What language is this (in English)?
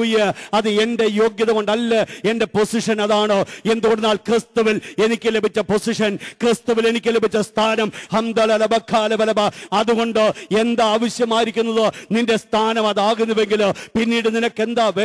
Malayalam